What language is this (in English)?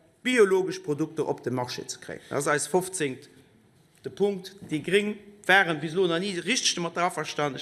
Luxembourgish